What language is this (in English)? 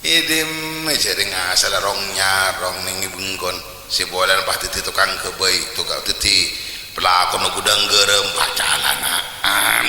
Madurese